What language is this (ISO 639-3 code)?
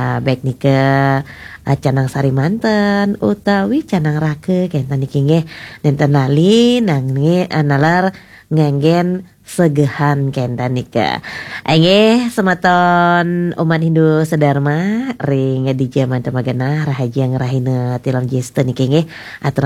ban